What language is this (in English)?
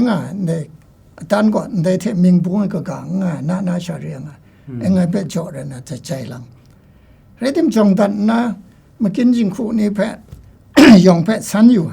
Kachin